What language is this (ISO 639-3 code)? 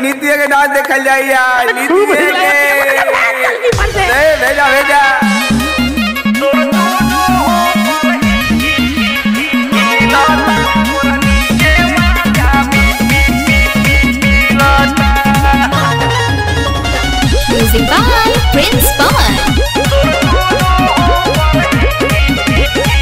bho